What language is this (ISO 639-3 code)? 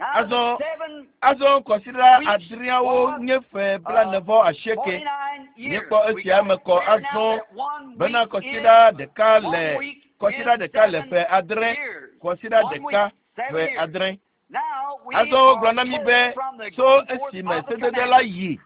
ewe